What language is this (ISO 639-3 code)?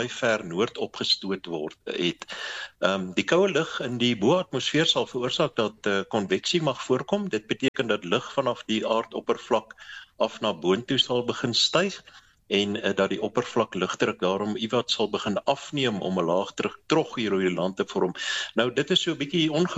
afr